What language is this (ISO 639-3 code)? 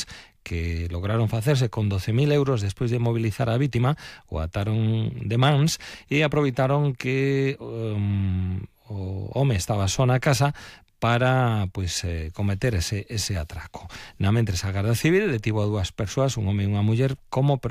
glg